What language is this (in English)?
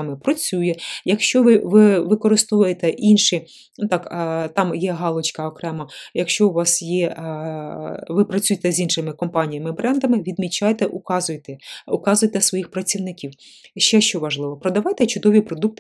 Ukrainian